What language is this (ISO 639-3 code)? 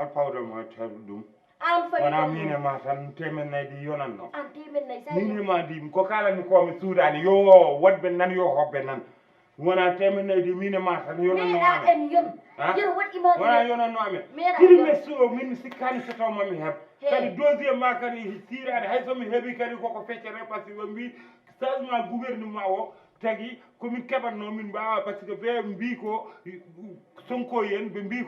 ful